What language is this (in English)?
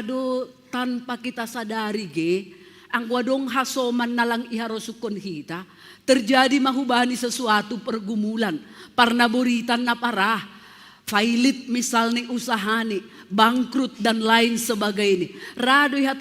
Batak Simalungun